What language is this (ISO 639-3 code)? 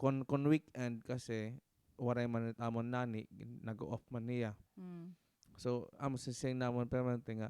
war